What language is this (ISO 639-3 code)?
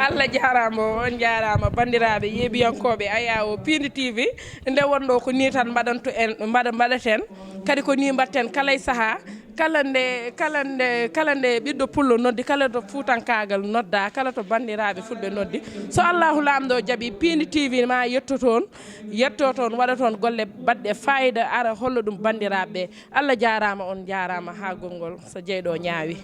ful